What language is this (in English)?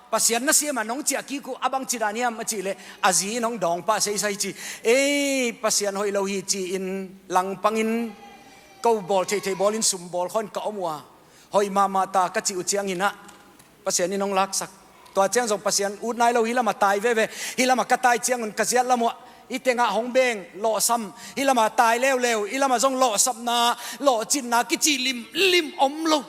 Tedim Chin